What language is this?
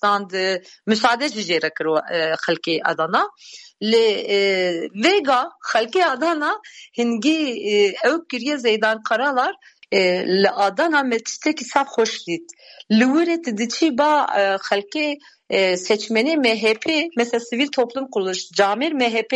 Kurdish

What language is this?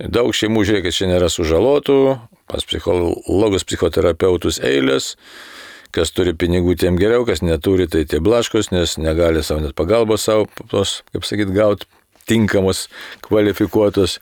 Lithuanian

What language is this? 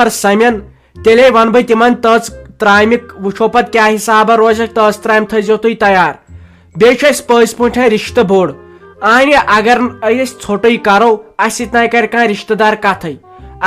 Kashmiri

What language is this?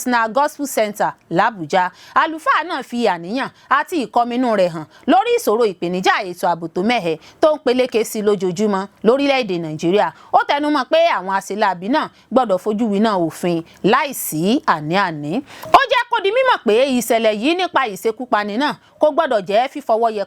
Yoruba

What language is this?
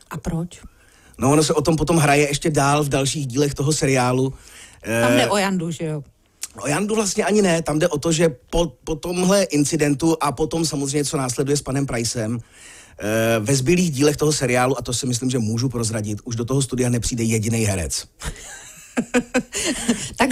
Czech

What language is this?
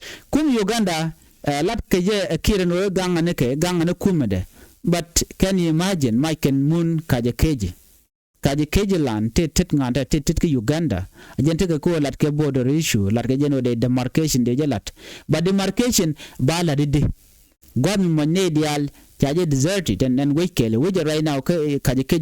Nuer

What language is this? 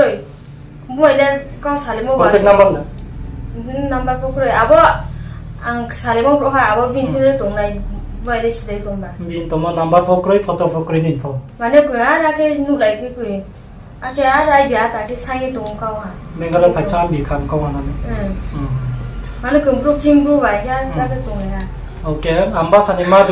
Riang (India)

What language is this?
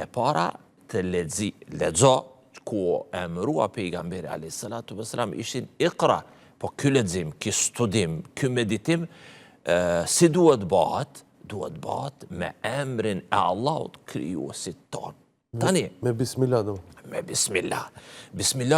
Albanian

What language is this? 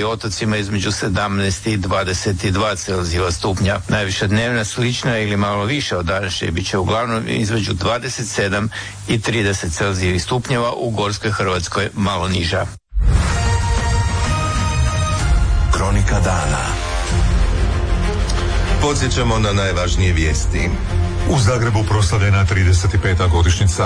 Croatian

